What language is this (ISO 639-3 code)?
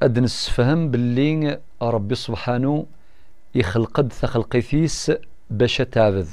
kab